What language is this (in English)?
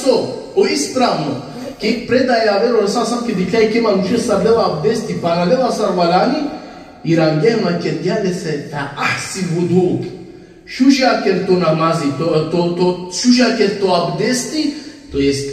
Balkan Romani